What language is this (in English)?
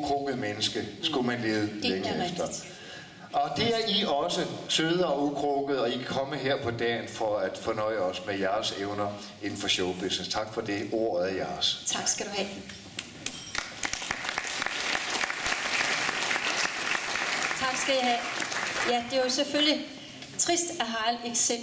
Danish